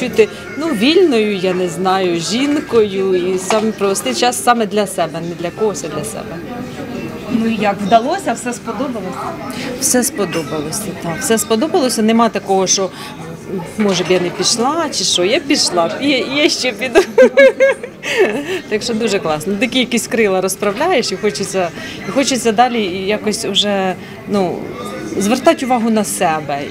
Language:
Ukrainian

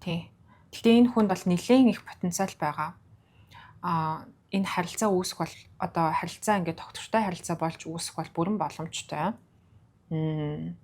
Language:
Mongolian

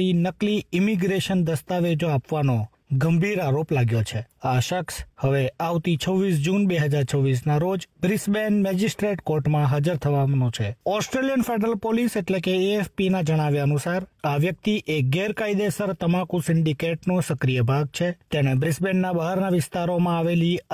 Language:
Gujarati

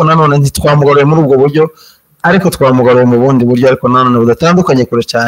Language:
Kinyarwanda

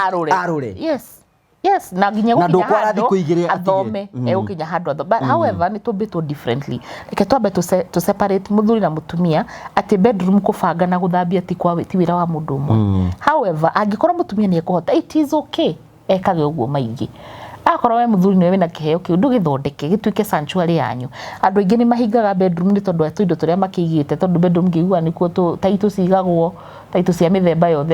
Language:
Kikuyu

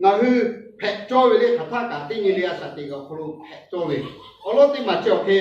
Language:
Lahu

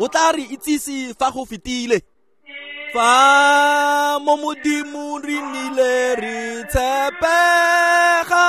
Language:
Tswana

